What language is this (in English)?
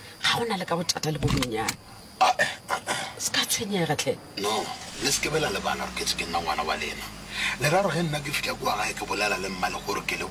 Northern Sotho